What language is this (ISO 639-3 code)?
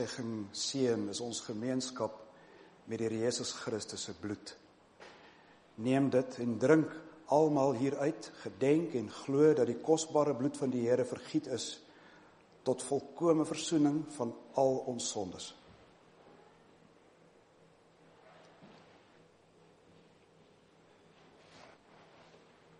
afr